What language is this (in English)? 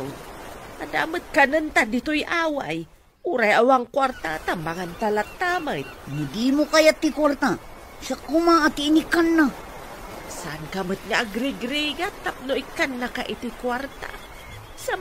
Iloko